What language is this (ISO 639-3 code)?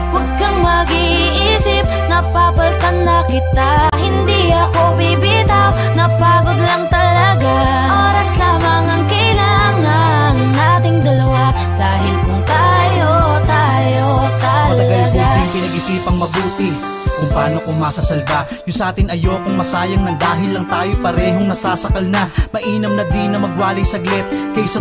fil